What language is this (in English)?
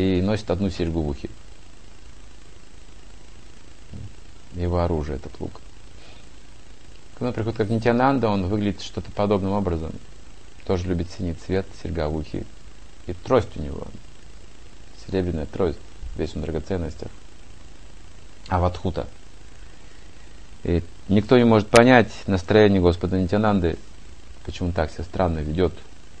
Russian